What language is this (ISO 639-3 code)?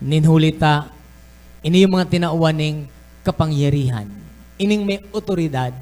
bik